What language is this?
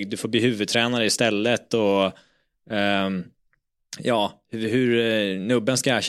Swedish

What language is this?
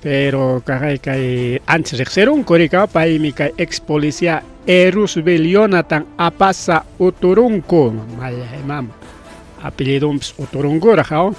Ayacucho Quechua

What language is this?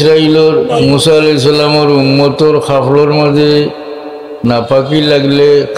Sylheti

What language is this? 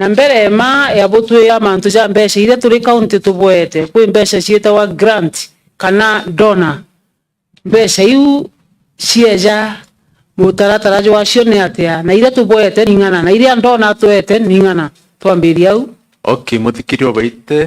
Meru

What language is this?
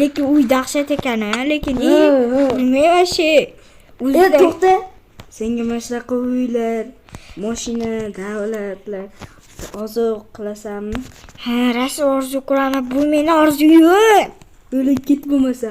Uzbek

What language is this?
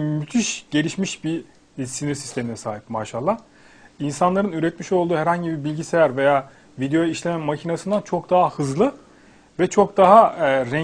Turkish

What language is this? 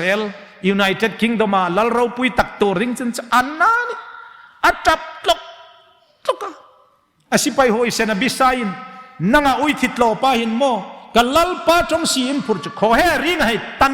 Hmar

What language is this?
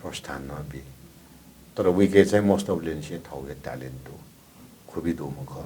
Newari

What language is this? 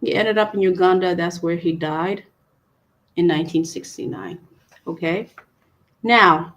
Acoli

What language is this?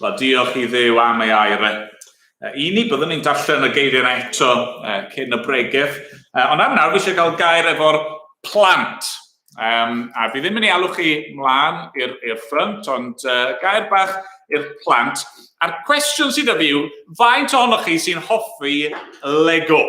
Welsh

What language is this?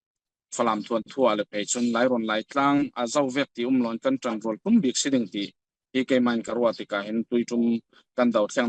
Falam Chin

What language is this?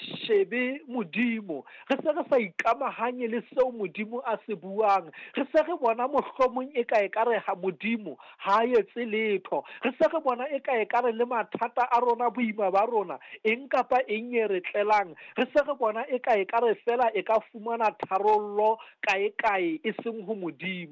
Southern Sotho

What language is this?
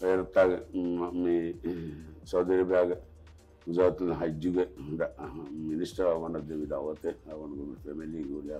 Divehi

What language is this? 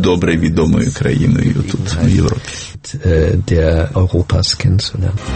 Ukrainian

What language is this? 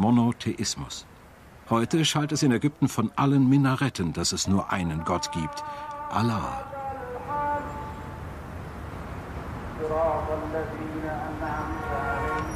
German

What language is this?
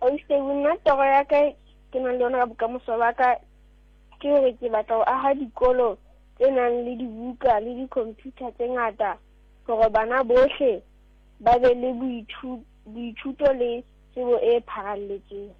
Southern Sotho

